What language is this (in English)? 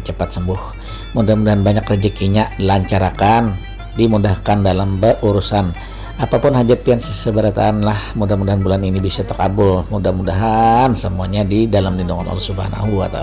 Banjar